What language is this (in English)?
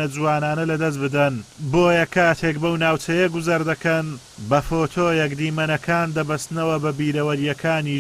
Central Kurdish